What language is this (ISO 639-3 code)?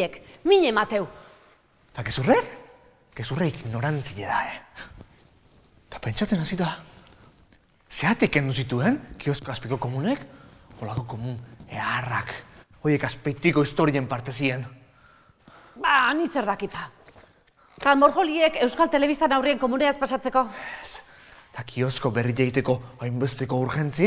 eus